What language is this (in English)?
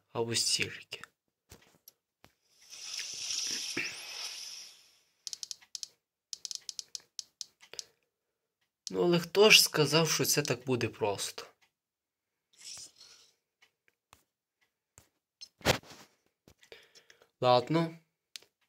Ukrainian